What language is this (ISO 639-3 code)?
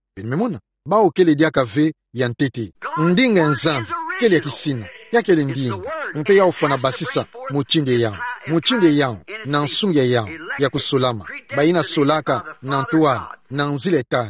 ktu